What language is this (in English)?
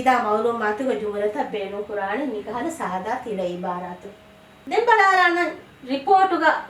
Divehi